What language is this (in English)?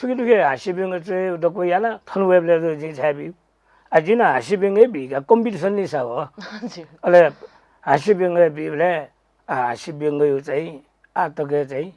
Newari